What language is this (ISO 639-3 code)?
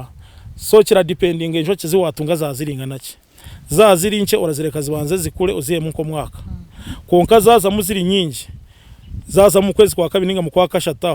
nyn